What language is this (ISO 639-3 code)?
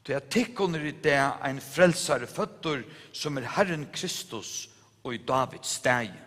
fao